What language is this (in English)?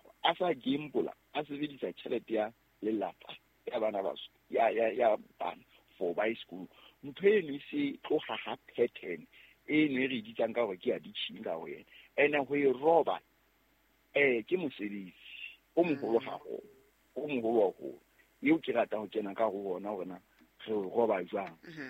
Southern Sotho